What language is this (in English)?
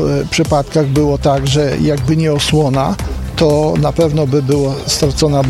Polish